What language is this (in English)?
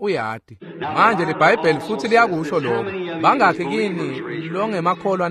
Swati